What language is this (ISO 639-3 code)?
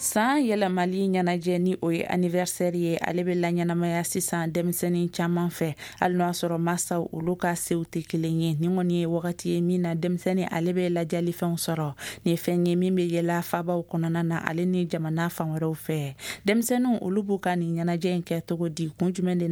bam